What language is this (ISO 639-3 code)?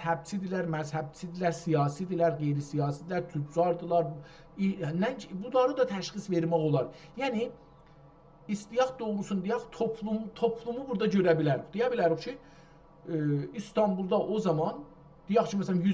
azb